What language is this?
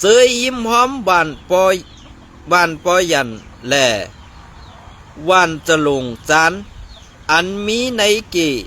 Shan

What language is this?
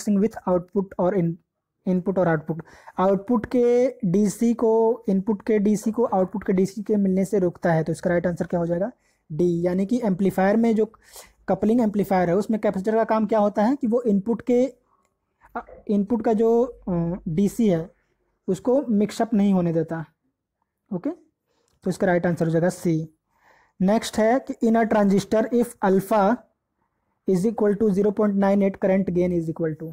Hindi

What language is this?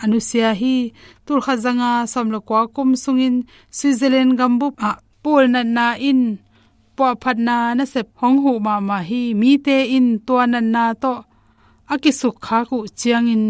Tedim Chin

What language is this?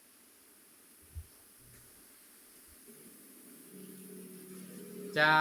Lao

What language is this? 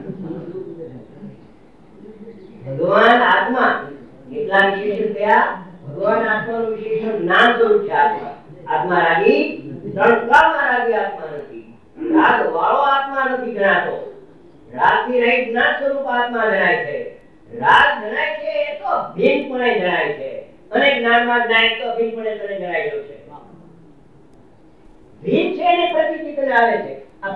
Gujarati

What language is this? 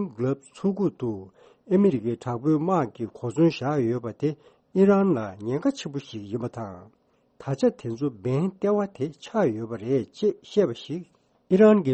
Tibetan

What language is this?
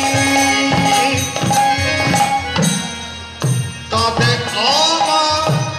Bangla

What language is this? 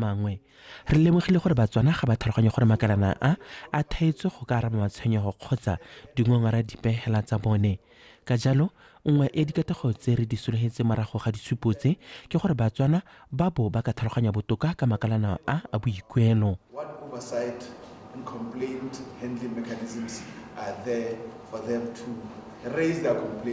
Tswana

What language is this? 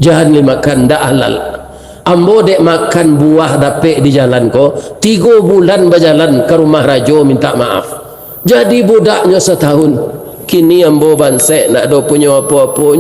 Minangkabau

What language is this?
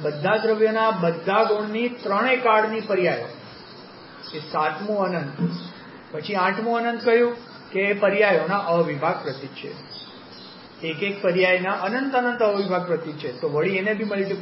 Gujarati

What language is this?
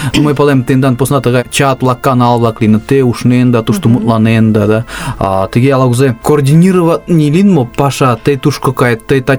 Mari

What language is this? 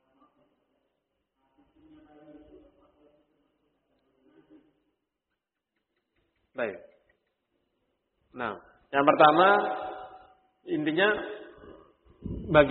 Indonesian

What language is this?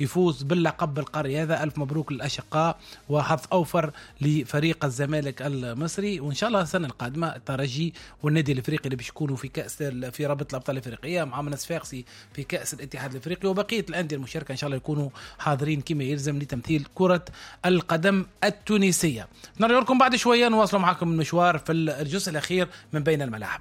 Tunisian Arabic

